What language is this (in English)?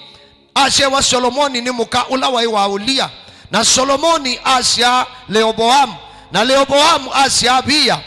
Kamba